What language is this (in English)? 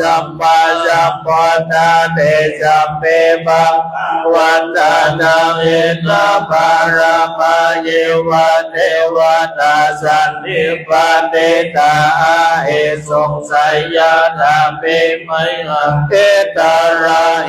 Pali